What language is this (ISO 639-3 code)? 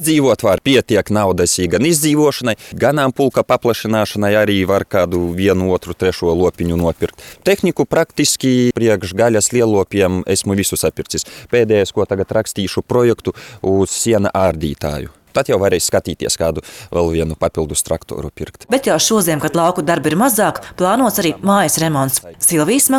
lav